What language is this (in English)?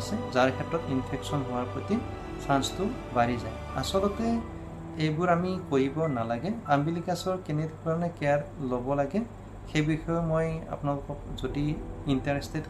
Assamese